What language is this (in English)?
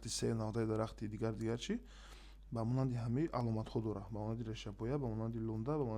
Tajik